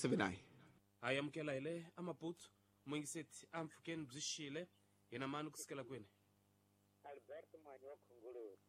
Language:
Tsonga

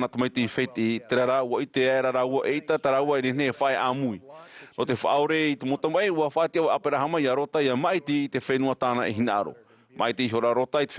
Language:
Tahitian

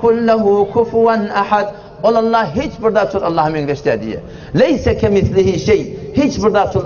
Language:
Turkmen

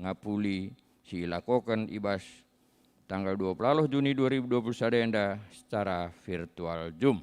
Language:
Batak Karo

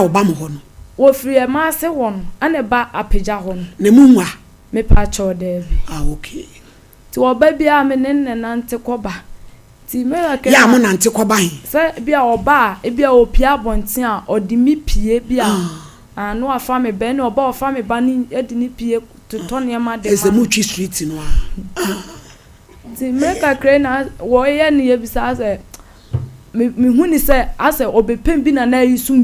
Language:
Akan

